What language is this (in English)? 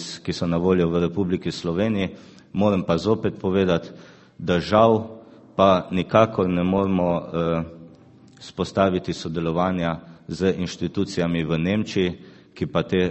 Slovenian